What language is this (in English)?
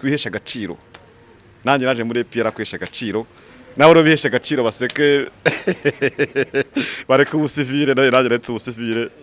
Kinyarwanda